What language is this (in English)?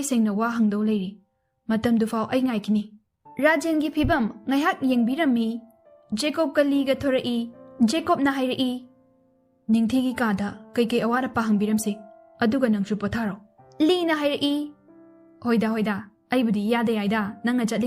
Manipuri